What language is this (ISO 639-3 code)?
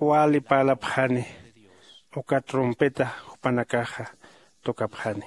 aym